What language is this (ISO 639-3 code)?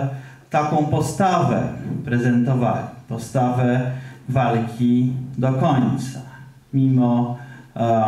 pol